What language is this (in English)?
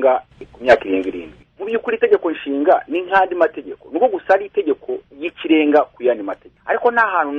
Kinyarwanda